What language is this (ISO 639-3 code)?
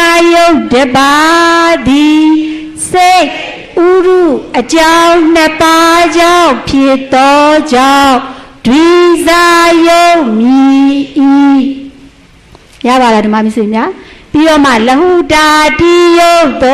mya